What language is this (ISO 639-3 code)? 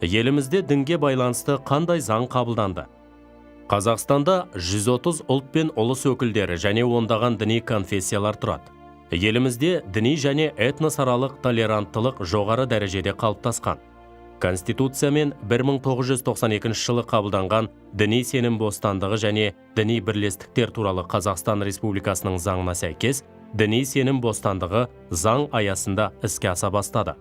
kaz